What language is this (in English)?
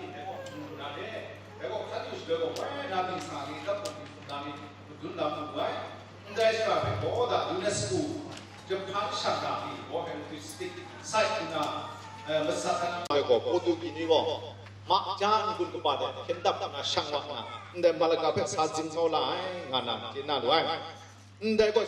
Kachin